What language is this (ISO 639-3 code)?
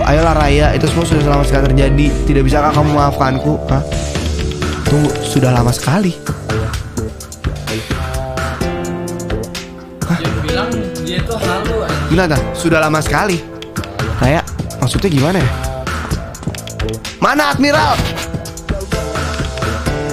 ind